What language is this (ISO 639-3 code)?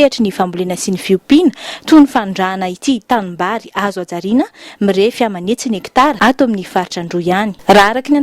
mlg